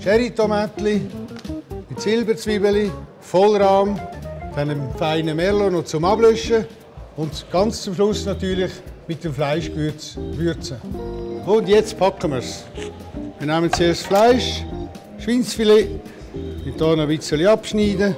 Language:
Swiss German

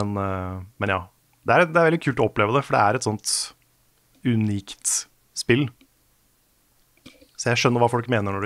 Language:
Norwegian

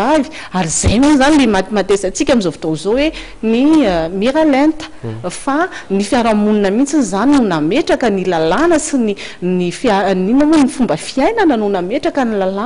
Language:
Malagasy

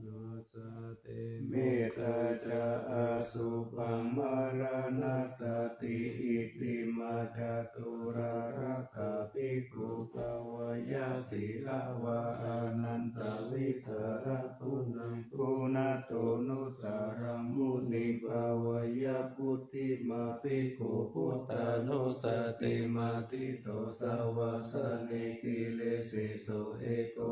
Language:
Pali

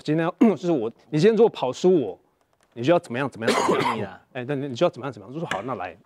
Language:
Chinese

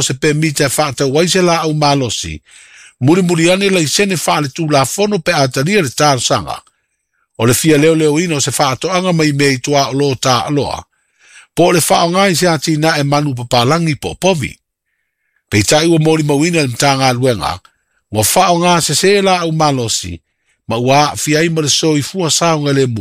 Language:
Samoan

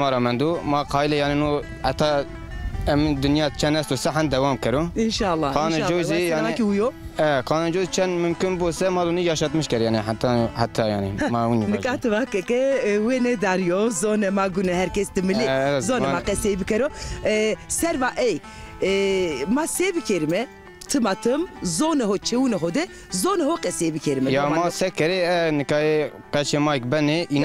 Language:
Zaza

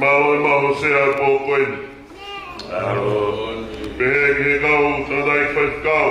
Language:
Tongan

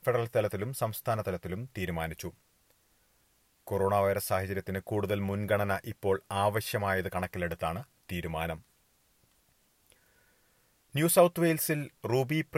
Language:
Malayalam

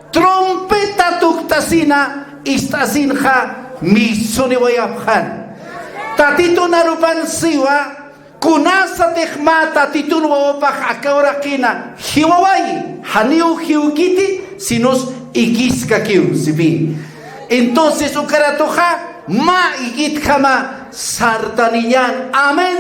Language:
Aymara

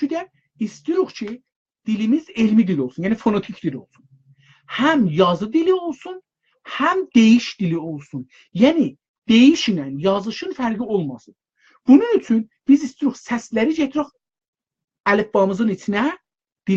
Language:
South Azerbaijani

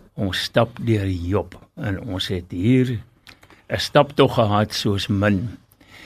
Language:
Afrikaans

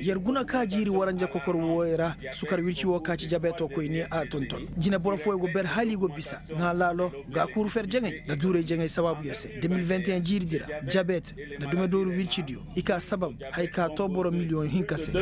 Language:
Koyraboro Senni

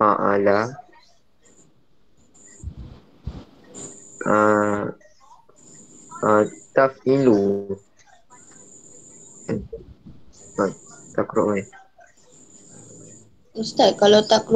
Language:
Malay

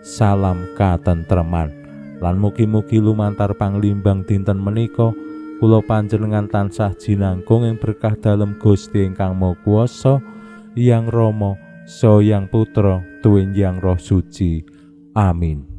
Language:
Javanese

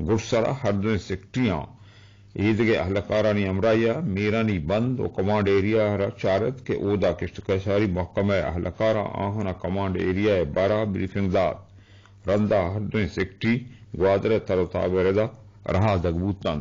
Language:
Eastern Balochi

